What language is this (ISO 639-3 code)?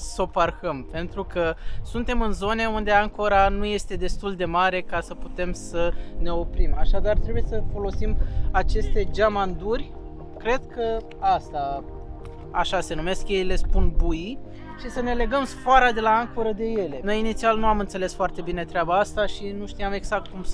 ron